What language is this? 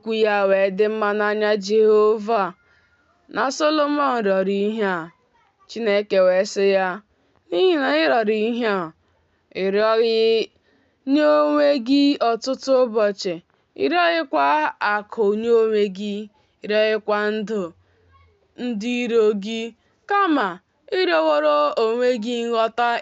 Igbo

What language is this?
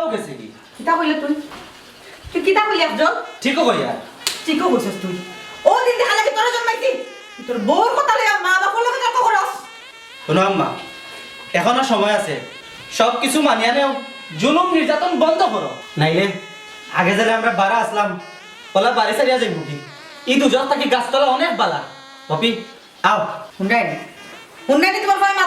Sylheti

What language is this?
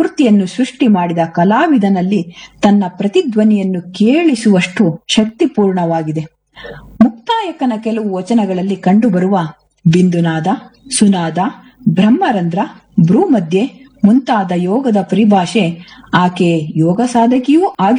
Kannada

